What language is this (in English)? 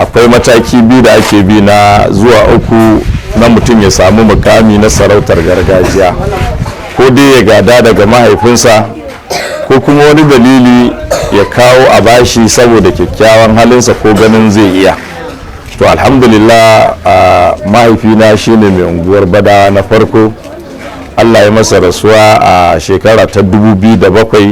Hausa